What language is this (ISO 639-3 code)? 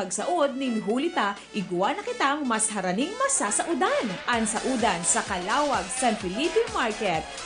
bik